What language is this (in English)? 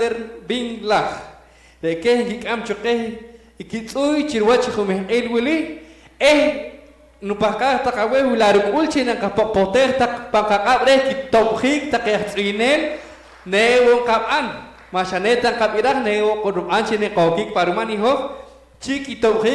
Poqomchi'